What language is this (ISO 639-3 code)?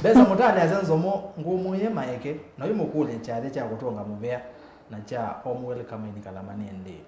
kam